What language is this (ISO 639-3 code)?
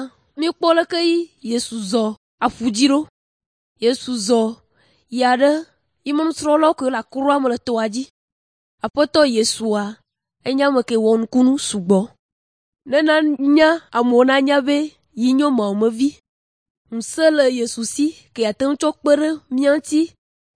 ewe